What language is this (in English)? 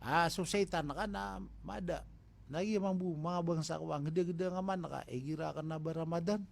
Maranao